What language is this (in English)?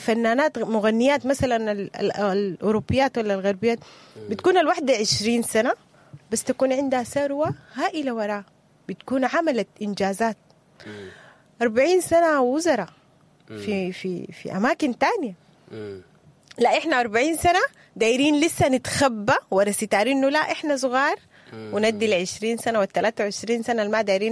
Sudanese Arabic